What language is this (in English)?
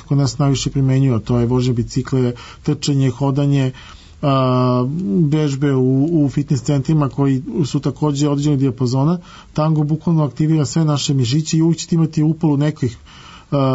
Serbian